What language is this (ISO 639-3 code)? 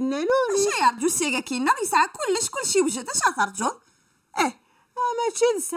kab